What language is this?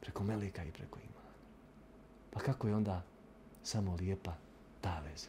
Bosnian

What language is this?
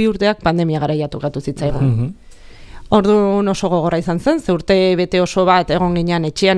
Basque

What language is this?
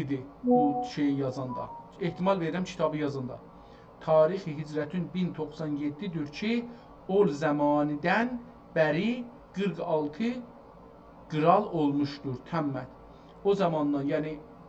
South Azerbaijani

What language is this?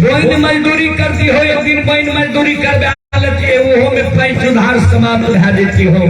Maithili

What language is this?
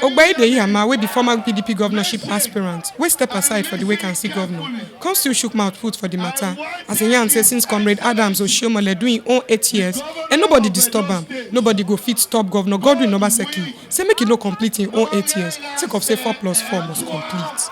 Nigerian Pidgin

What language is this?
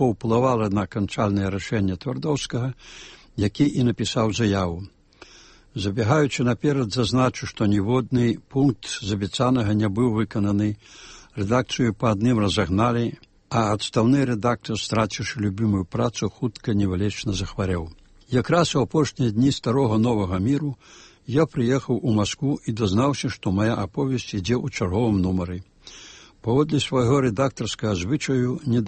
Belarusian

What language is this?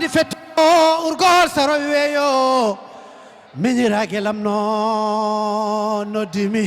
Fula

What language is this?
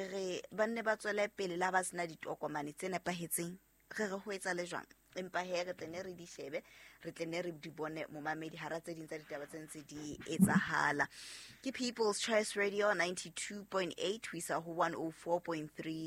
Southern Sotho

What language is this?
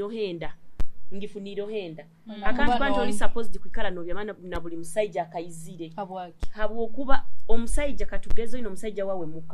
Nyoro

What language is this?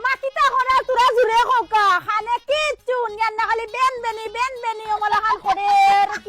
Sylheti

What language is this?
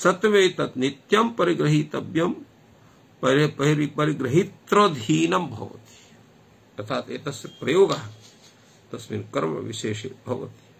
Sanskrit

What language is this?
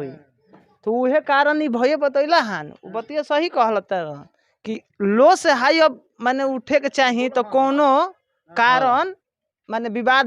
Bhojpuri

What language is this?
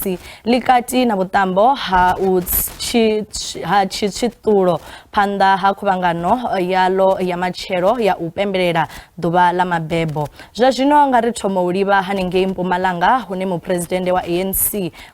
Venda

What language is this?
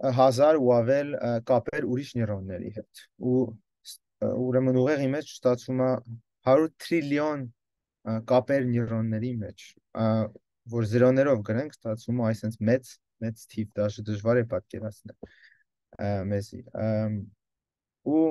Armenian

